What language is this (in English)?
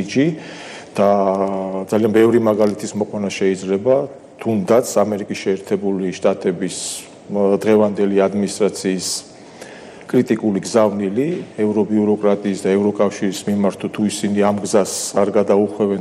Georgian